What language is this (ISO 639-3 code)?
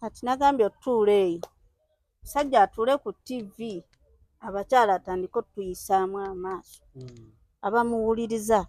lug